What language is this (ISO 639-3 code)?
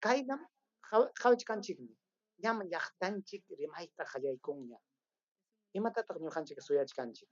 quy